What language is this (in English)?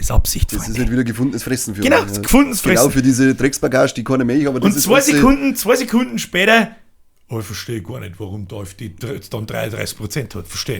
Bavarian